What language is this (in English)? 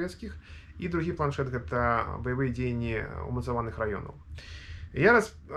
Belarusian